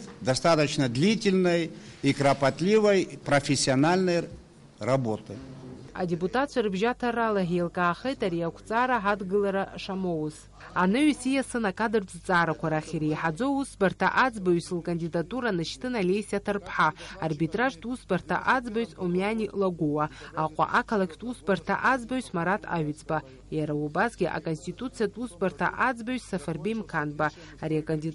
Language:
Abkhazian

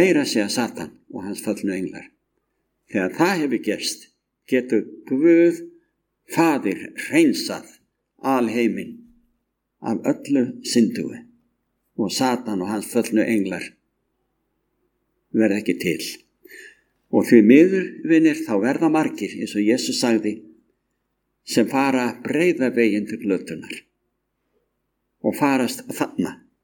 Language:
Icelandic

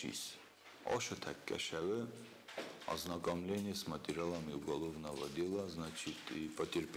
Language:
Ossetic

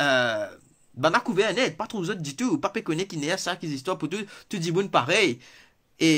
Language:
Morisyen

